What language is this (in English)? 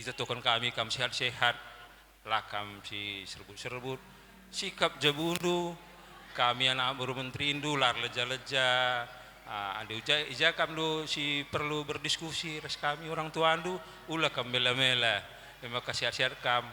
Batak Karo